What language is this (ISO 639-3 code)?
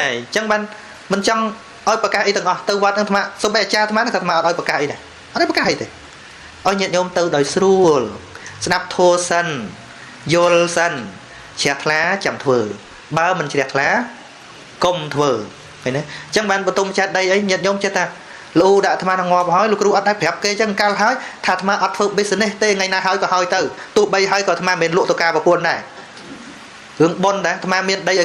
khm